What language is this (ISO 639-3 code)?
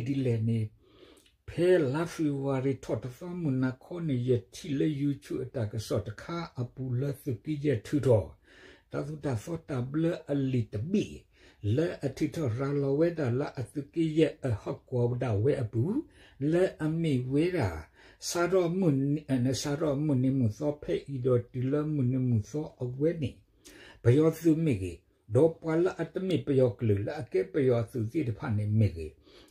ksw